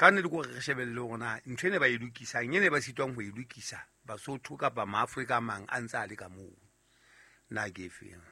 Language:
Southern Sotho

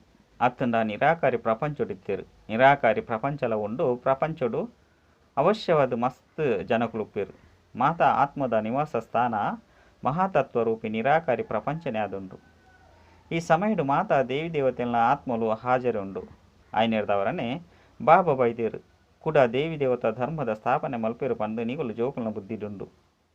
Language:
Tulu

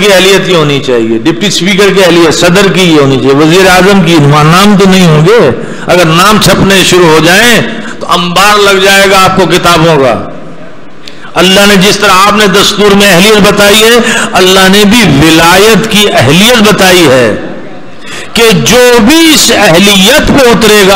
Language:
Urdu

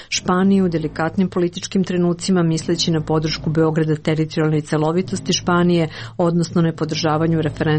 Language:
Serbian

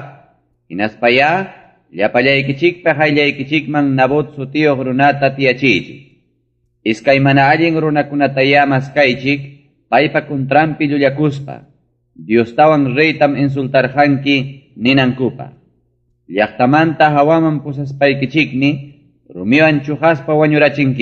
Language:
Ayacucho Quechua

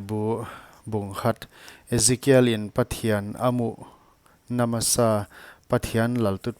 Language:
Paite Chin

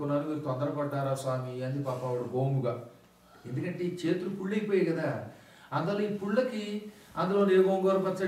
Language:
Telugu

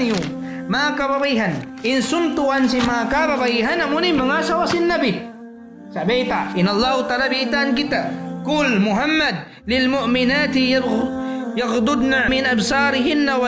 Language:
Tausug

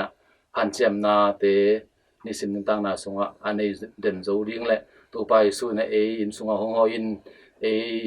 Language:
Tedim Chin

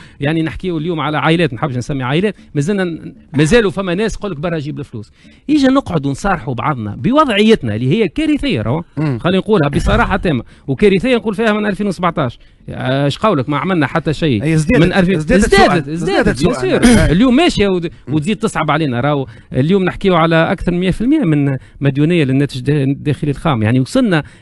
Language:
Tunisian Arabic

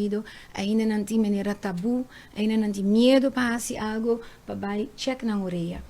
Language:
Papiamento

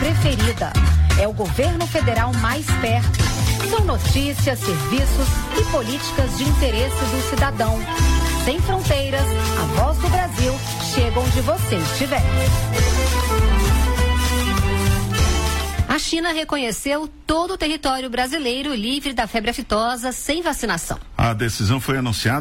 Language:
Portuguese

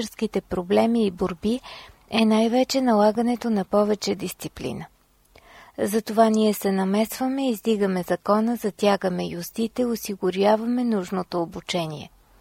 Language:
Bulgarian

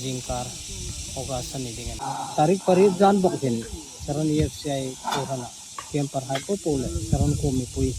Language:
Hmar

